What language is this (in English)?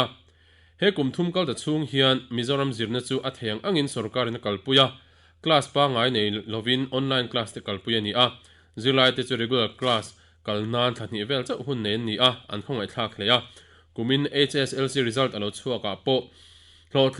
Mizo